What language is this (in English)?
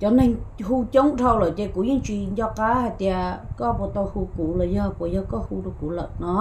Hmong